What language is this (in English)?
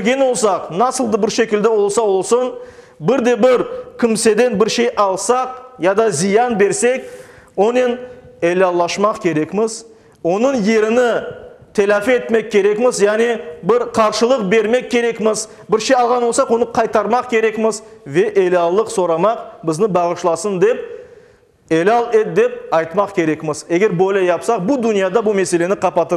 Crimean Tatar